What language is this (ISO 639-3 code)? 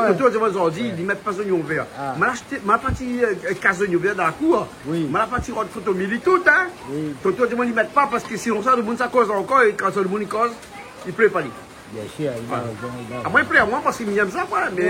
rcf